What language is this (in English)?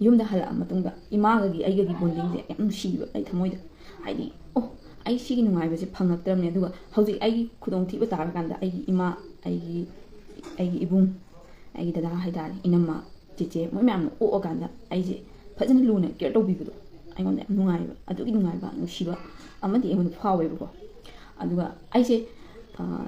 Manipuri